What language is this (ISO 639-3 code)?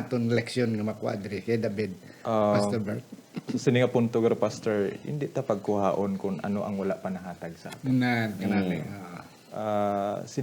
hil